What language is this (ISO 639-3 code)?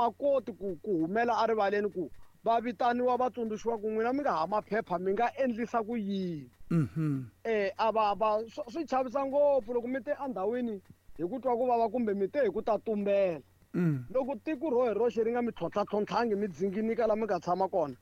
tso